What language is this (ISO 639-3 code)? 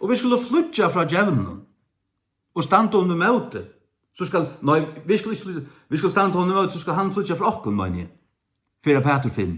fao